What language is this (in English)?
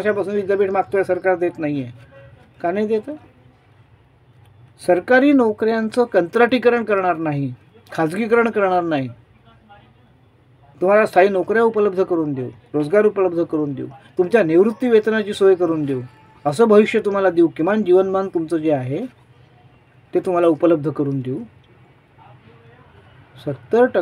Marathi